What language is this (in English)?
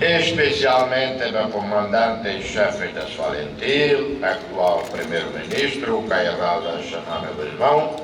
Tetum